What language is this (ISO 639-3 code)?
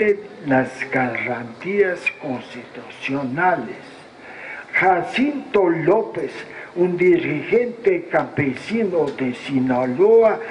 spa